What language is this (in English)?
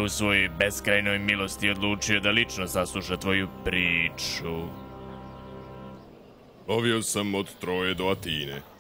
Serbian